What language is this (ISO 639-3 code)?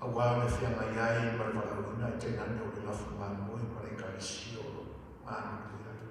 smo